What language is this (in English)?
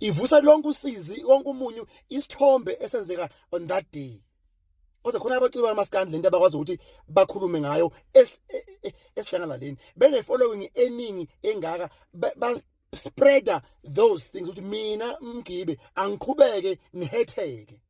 Zulu